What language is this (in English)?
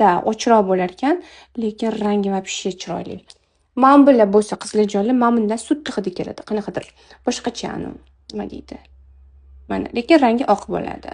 Uzbek